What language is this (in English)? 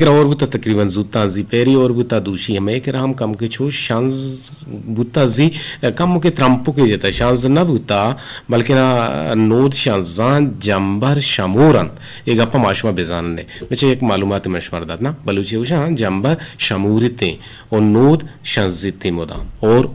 Eastern Balochi